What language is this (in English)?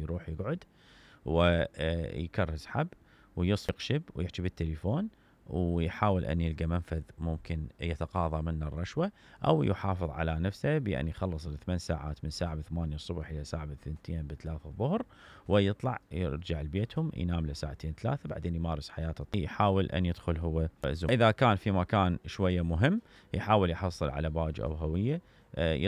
Mesopotamian Arabic